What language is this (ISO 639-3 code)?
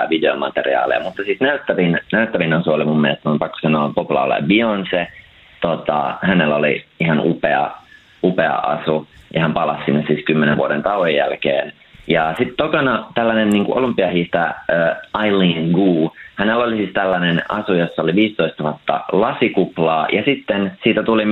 fin